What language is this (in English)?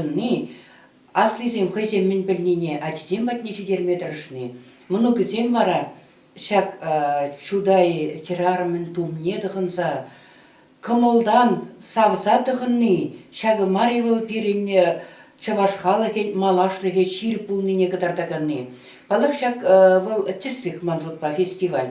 Chuvash